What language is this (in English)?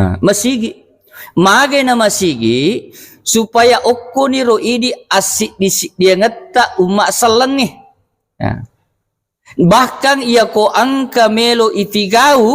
Buginese